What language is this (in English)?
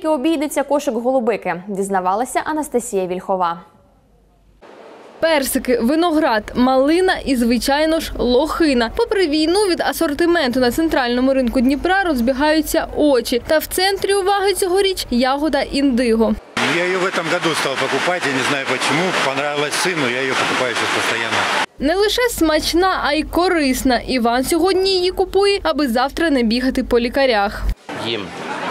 Ukrainian